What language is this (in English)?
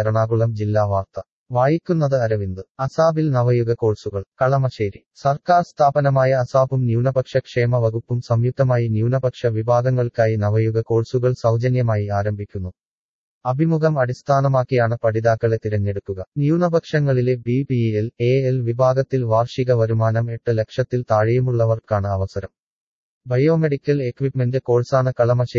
Malayalam